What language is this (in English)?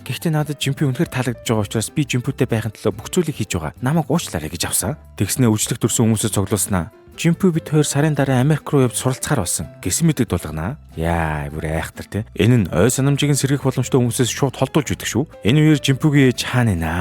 Mongolian